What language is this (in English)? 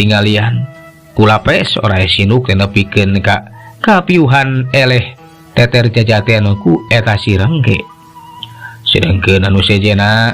Sundanese